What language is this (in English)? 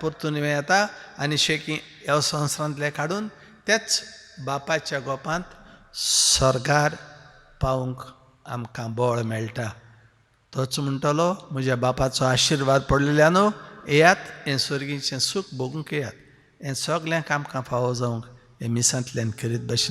Konkani